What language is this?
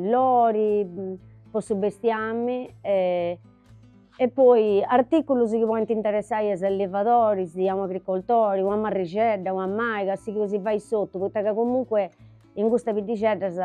Sardinian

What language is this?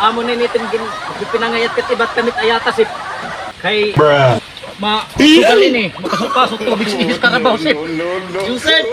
Waray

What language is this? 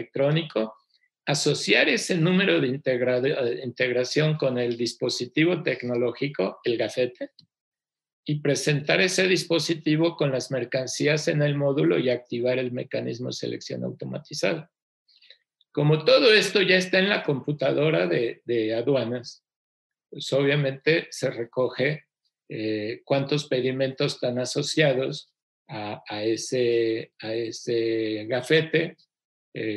Spanish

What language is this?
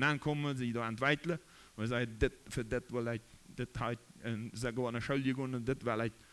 Plautdietsch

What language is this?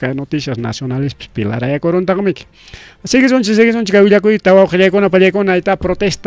Ayacucho Quechua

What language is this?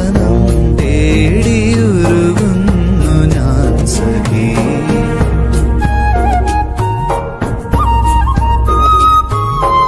Malayalam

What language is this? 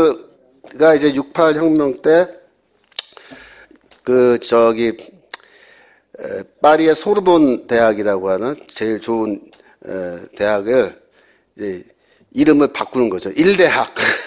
Korean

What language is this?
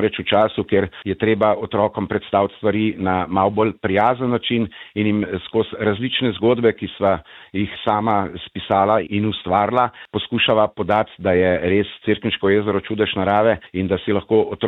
Slovenian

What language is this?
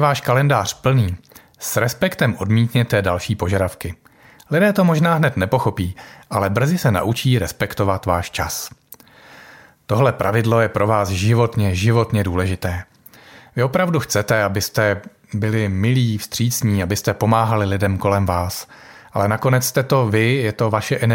Czech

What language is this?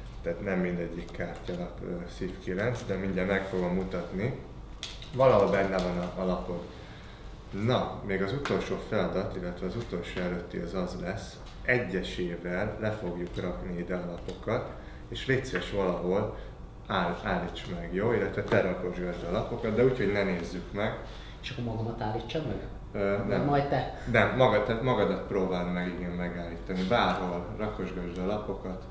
Hungarian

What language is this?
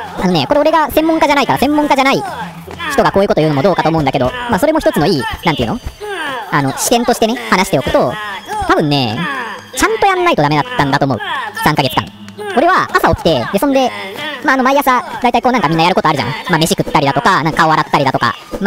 Japanese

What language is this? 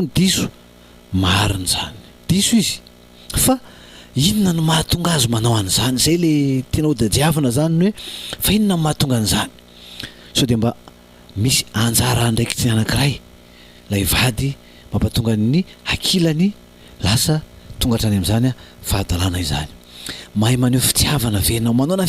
Malagasy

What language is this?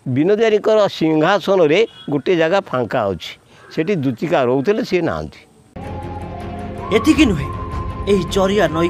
Odia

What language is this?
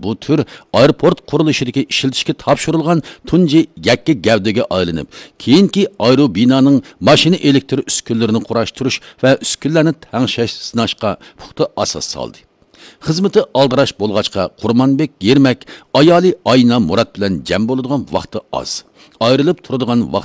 Uyghur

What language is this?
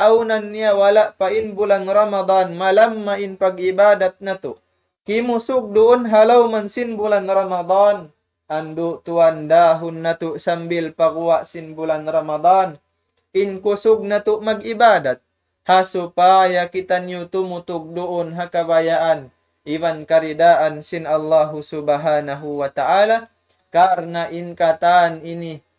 Tausug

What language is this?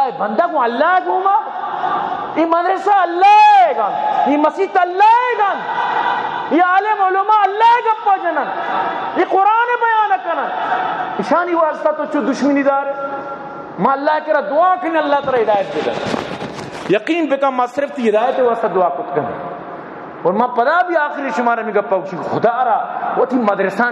Eastern Balochi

